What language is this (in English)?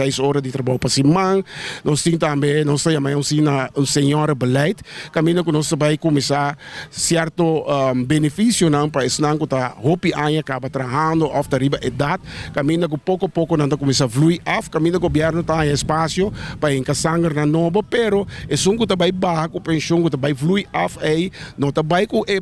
Papiamento